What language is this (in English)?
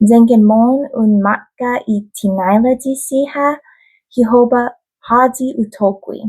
Chamorro